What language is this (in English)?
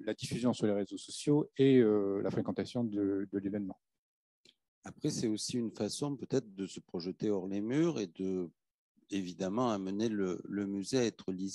French